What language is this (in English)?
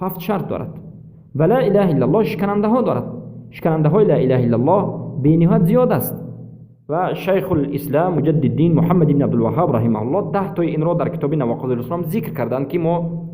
Persian